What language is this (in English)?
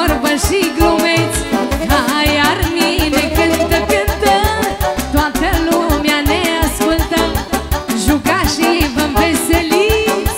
Romanian